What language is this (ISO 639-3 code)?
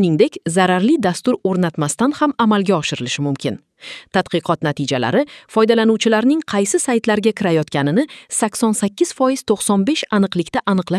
uzb